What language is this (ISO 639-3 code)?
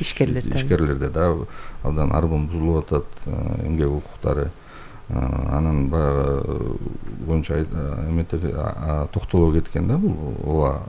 kir